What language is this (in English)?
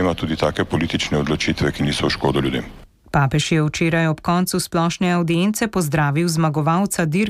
Slovenian